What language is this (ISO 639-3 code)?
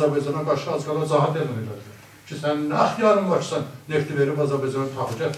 azb